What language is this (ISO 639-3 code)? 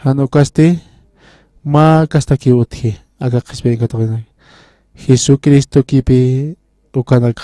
aym